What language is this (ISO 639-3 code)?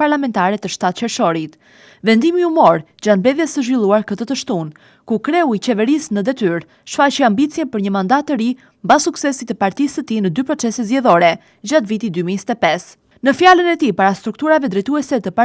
sqi